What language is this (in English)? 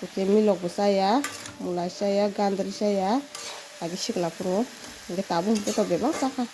Kok Borok